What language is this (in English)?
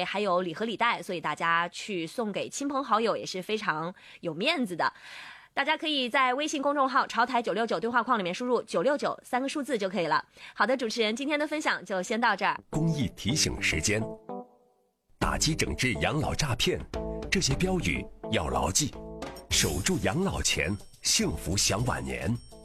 Chinese